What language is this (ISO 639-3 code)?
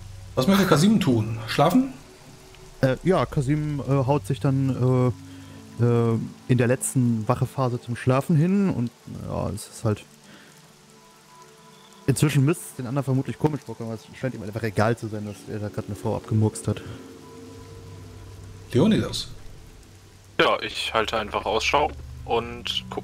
deu